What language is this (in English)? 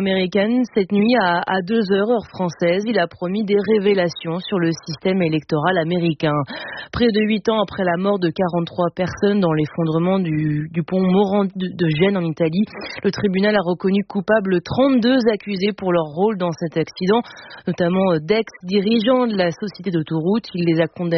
French